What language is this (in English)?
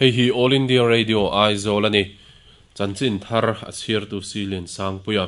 Mizo